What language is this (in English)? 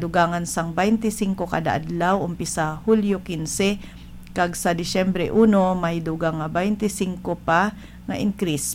Hiligaynon